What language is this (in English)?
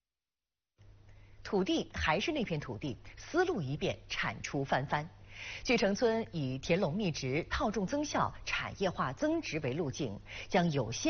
Chinese